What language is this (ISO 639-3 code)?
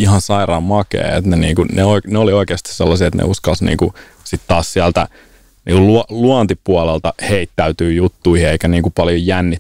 fin